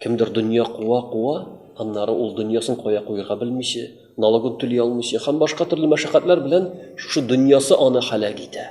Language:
Tatar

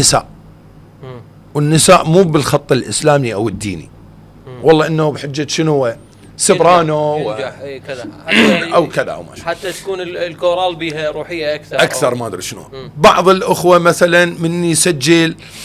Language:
Mesopotamian Arabic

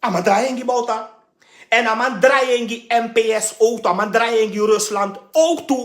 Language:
Sranan Tongo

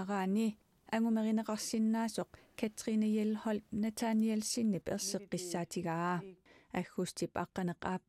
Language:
Kalaallisut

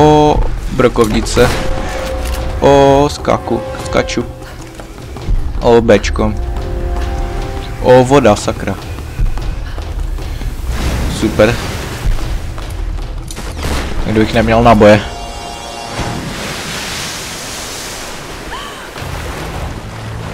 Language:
Czech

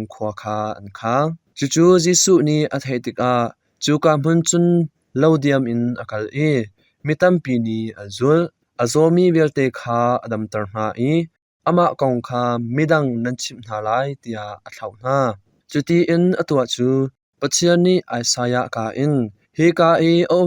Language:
Hakha Chin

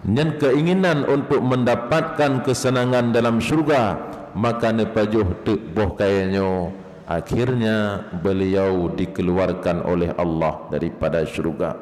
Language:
Achinese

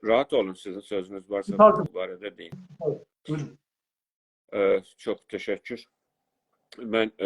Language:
South Azerbaijani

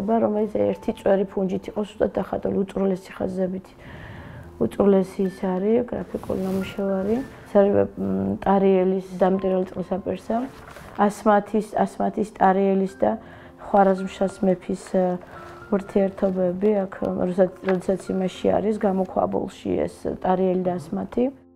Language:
Georgian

